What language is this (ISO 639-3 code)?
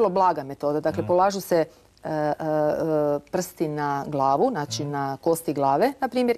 hrv